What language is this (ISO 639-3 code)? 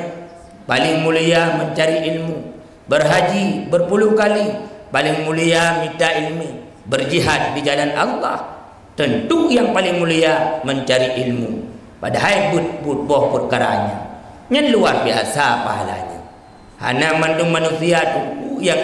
ace